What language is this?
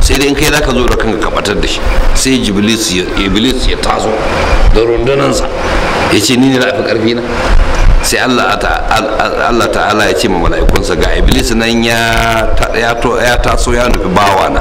Hausa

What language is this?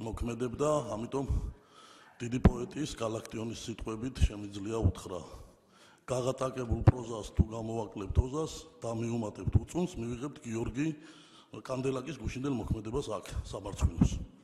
Georgian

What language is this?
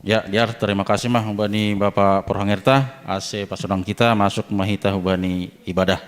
Batak Simalungun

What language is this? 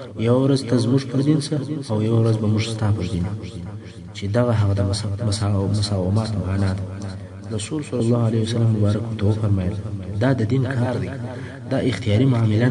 Pashto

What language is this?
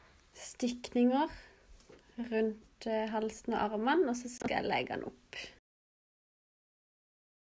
Norwegian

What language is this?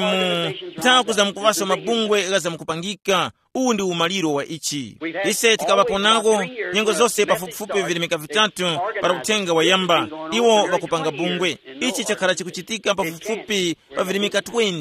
Tumbuka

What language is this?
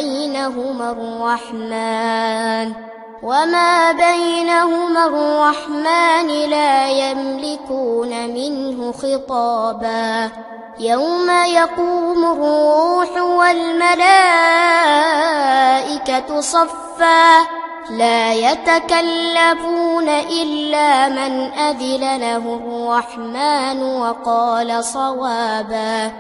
Arabic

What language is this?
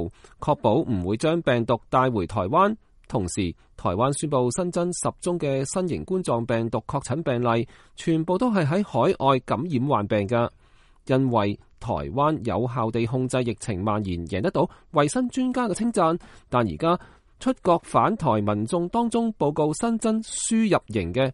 Cantonese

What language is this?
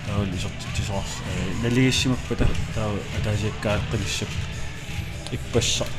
Kalaallisut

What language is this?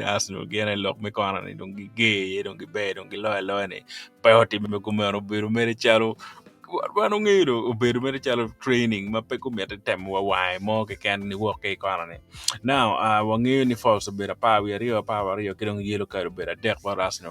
Acoli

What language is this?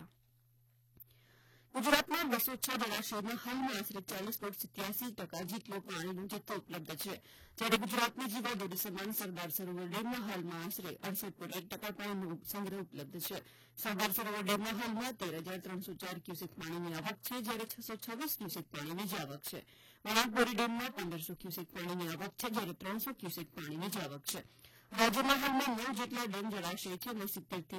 Gujarati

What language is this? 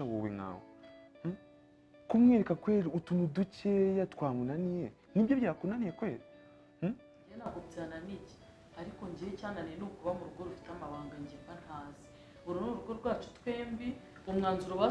Kinyarwanda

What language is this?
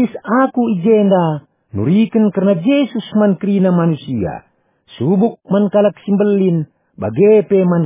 Batak Karo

